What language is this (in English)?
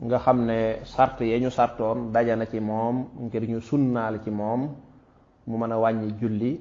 Wolof